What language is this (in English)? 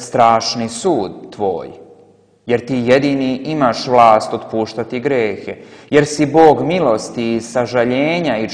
Serbian